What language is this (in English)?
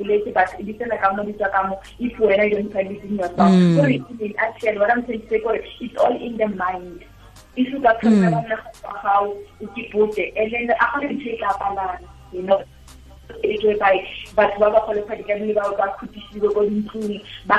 Tswana